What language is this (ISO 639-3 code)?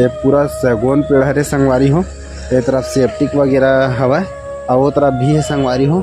hne